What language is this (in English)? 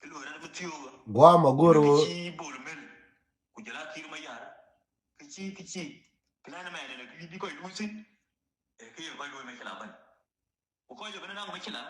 Nuer